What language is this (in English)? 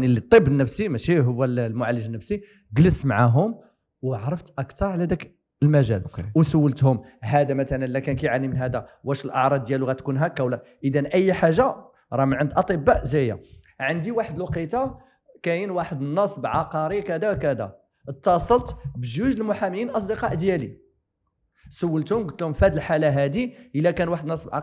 Moroccan Arabic